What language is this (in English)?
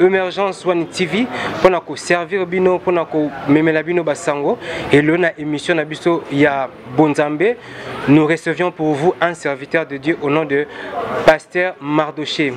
Lingala